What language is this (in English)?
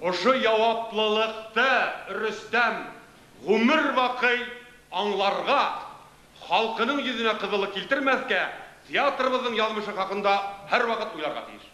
Bashkir